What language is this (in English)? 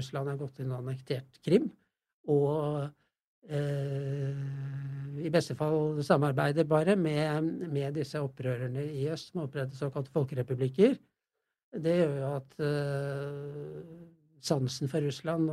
Norwegian